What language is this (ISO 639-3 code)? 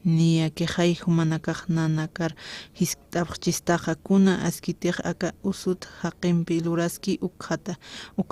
aym